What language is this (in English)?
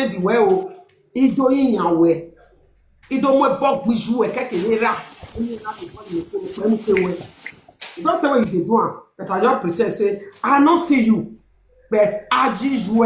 Nigerian Pidgin